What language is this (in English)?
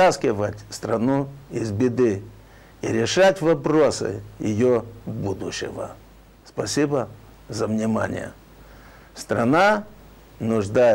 Russian